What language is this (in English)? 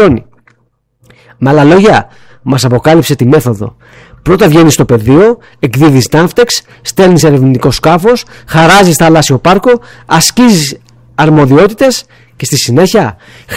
Greek